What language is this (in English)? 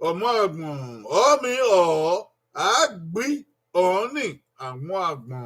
Bini